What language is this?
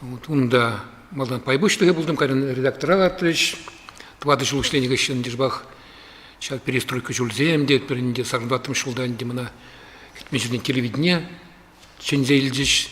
Chuvash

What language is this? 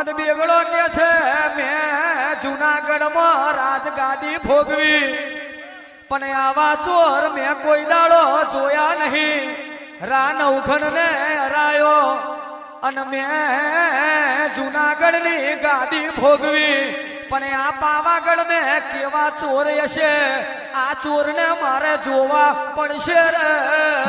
Gujarati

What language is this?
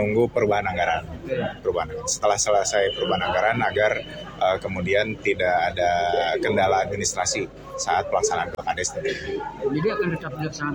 Indonesian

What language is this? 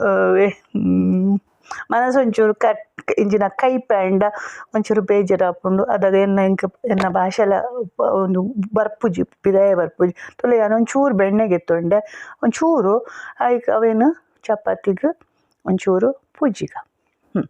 Tulu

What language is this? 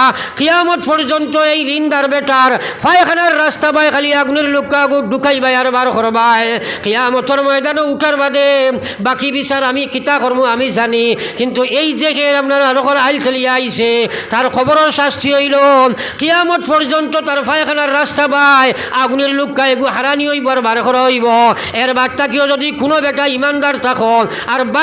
Sylheti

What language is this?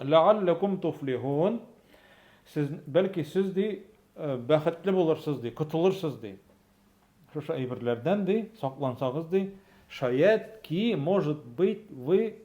Tatar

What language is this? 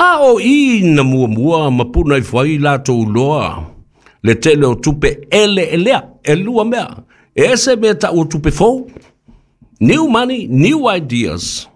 Samoan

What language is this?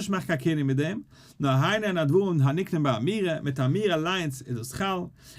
Yiddish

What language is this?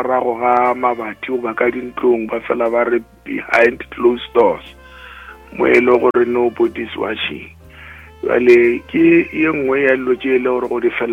Northern Sotho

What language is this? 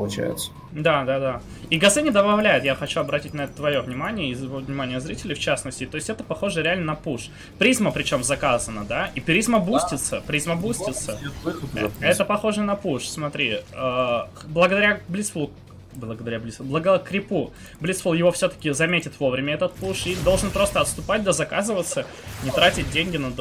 Russian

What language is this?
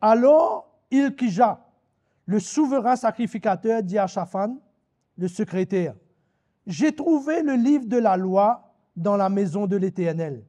Morisyen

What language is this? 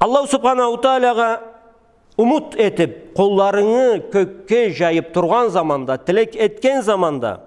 Karachay-Balkar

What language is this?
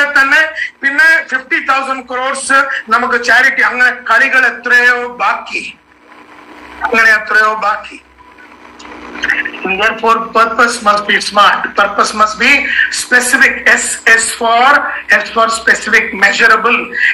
Malayalam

